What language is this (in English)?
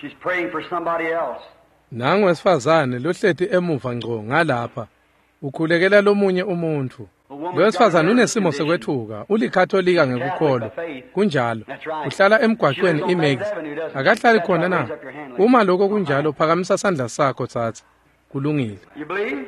Swati